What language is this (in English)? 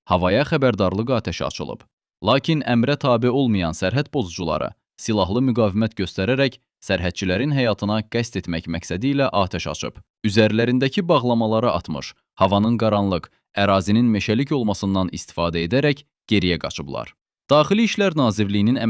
Azerbaijani